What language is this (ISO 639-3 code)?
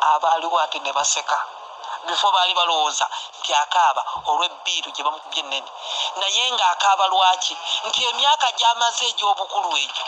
lug